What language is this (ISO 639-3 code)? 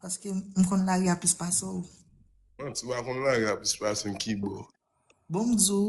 hat